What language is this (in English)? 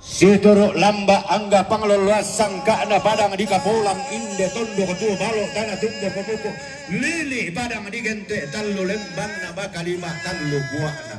Toraja-Sa'dan